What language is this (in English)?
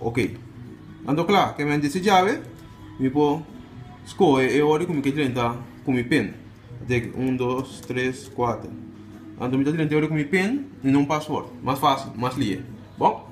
Papiamento